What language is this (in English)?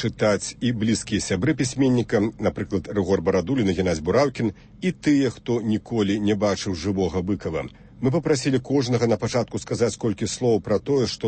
Belarusian